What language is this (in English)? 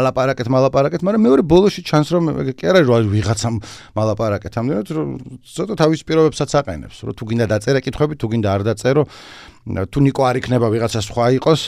Georgian